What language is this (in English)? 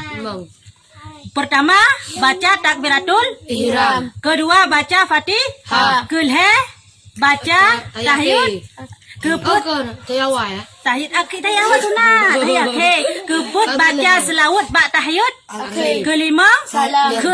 Achinese